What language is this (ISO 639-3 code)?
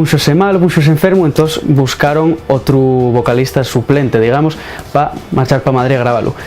ast